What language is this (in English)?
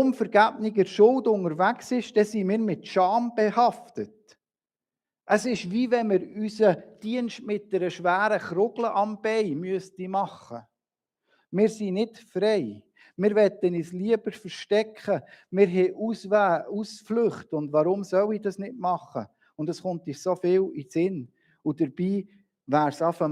Swiss German